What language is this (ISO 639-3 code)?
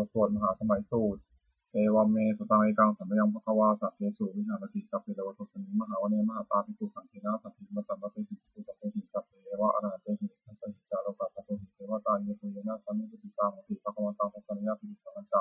pli